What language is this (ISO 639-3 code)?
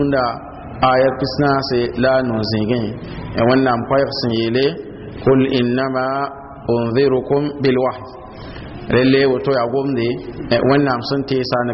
mos